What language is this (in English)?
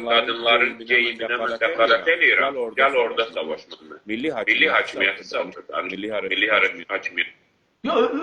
South Azerbaijani